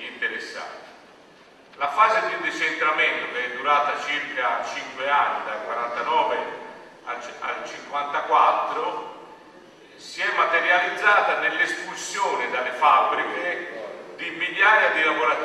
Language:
Italian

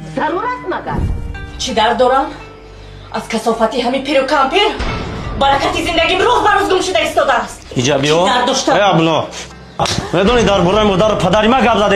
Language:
Tajik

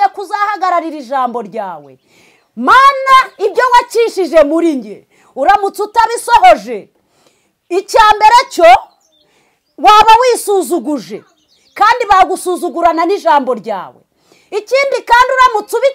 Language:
Kinyarwanda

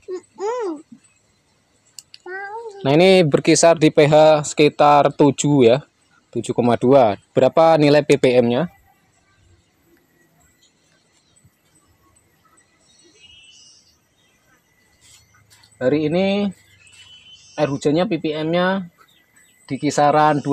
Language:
Indonesian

